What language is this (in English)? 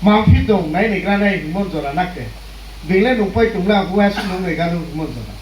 Riang (India)